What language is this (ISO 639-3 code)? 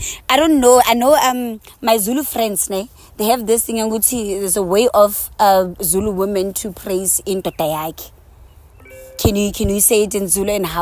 eng